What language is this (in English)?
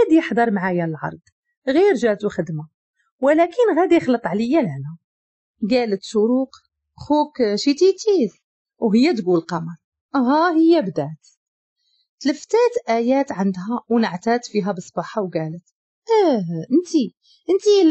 Moroccan Arabic